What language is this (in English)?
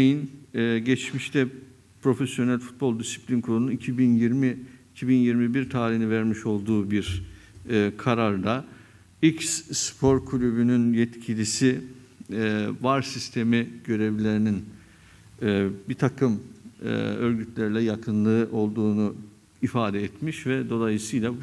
Turkish